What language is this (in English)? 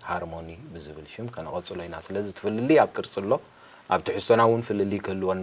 Tigrinya